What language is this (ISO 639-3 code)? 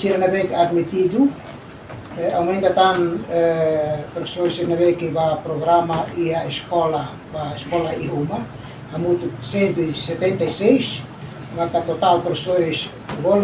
tet